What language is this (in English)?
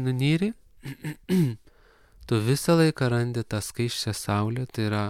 Lithuanian